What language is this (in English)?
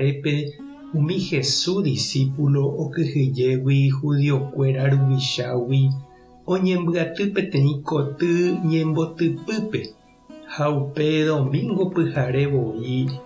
Guarani